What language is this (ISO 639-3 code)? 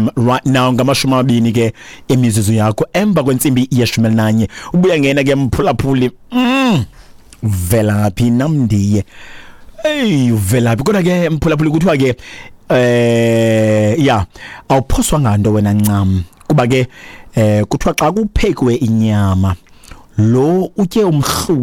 xho